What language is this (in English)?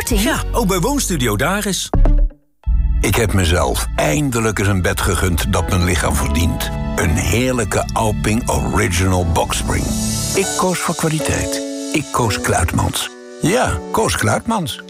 Dutch